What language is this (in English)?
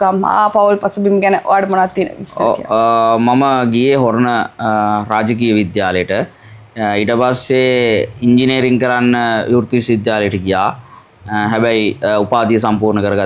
Sinhala